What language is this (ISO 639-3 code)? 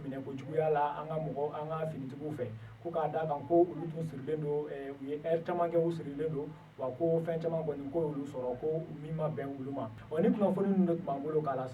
bam